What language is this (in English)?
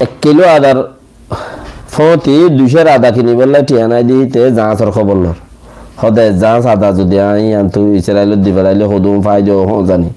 Rohingya